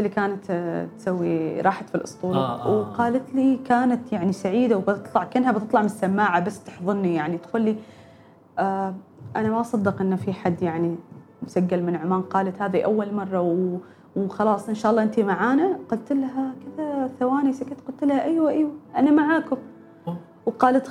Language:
Gulf Arabic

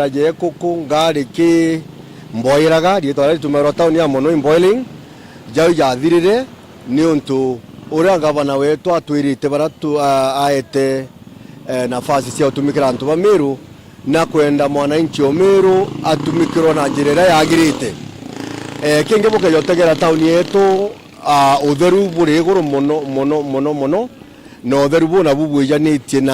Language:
Meru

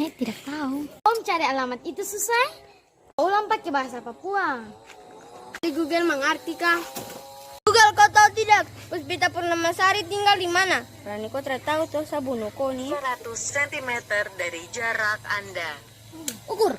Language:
Ambonese Malay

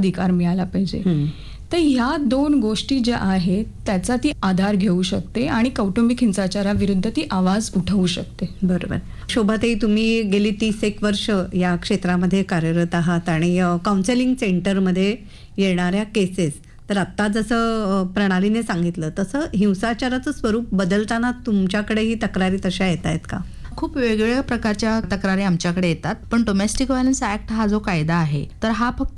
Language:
Marathi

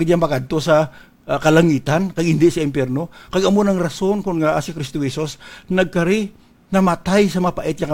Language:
Hiligaynon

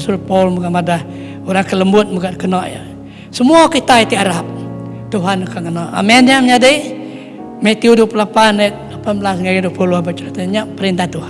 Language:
Iban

